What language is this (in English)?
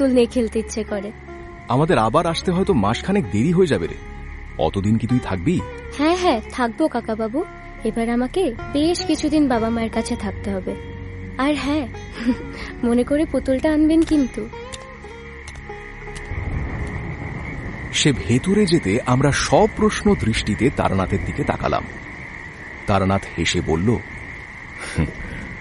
Bangla